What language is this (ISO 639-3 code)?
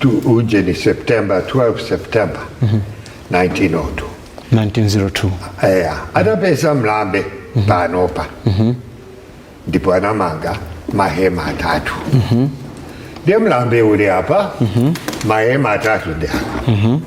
nya